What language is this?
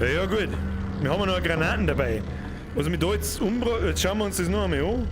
Bavarian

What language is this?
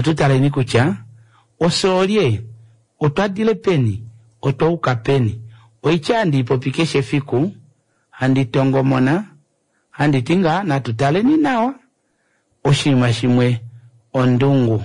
Kuanyama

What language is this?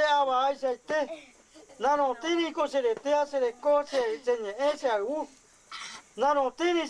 Guarani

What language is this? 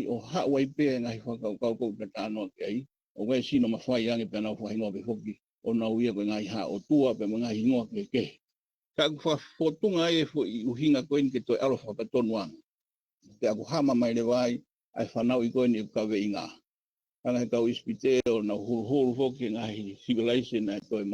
Tongan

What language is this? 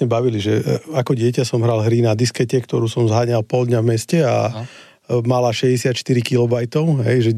Slovak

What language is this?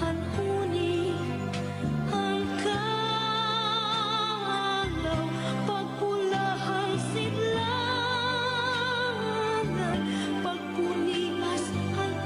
Waray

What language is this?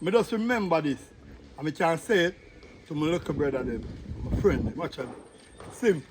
Jamaican Creole English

